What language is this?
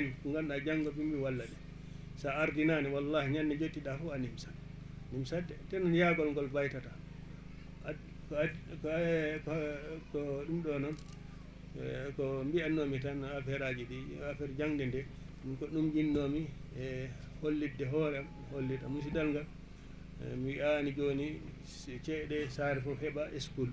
Fula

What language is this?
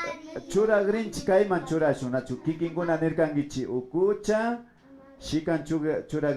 Imbabura Highland Quichua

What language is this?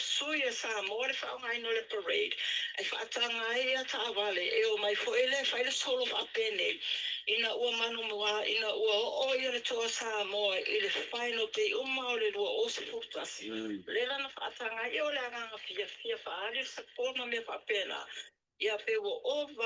Samoan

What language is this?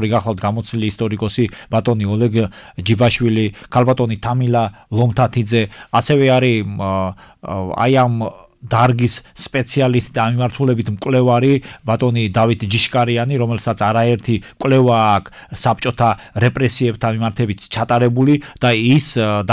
Georgian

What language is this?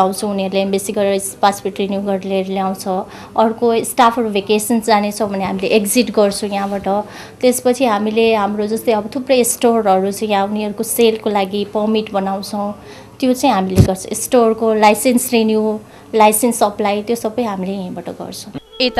Nepali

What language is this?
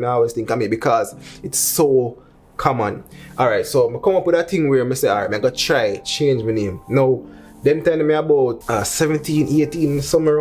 Jamaican Creole English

